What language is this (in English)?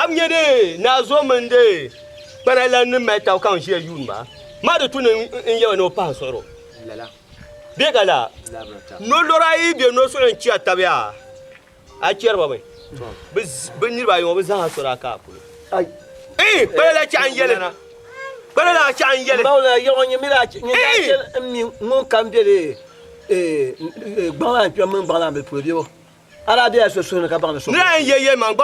Dagbani